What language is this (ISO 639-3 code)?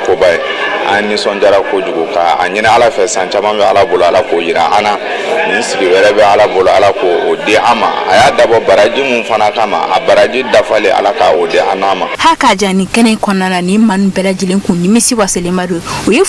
bam